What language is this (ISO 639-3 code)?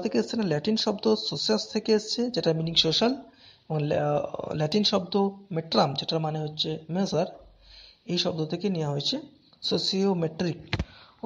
ben